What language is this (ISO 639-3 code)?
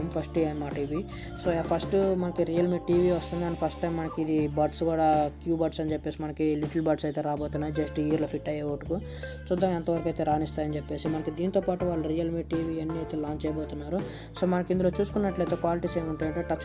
tel